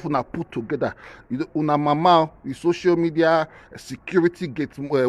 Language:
Nigerian Pidgin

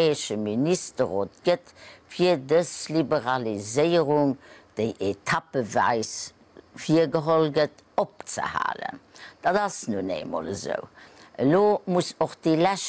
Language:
Luxembourgish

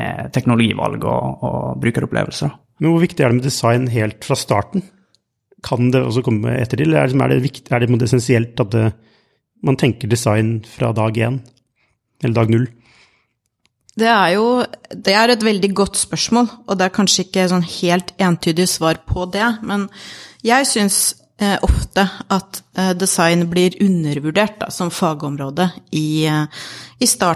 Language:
Norwegian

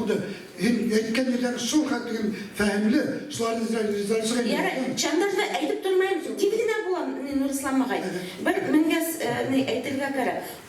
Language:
Bashkir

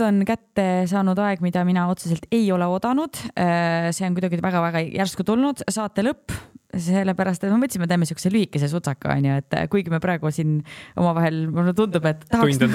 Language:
Estonian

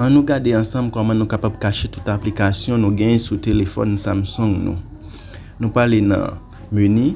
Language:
Haitian Creole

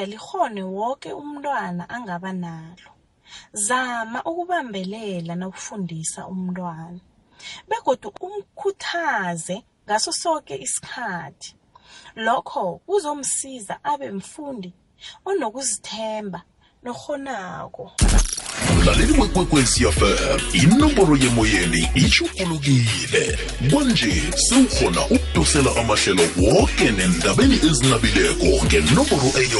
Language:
South Ndebele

